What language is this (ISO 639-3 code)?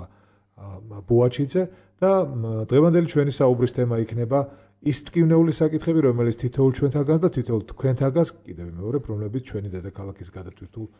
kat